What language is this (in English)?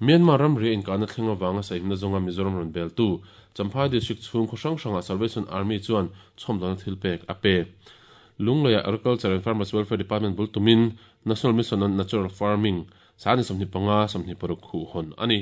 Mizo